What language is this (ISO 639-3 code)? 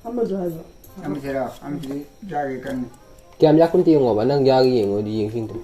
mni